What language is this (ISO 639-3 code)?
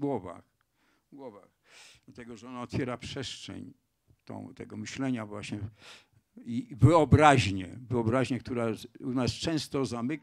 pol